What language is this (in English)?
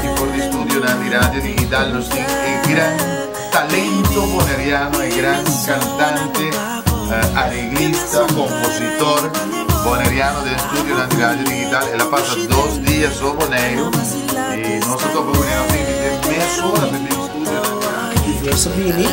Papiamento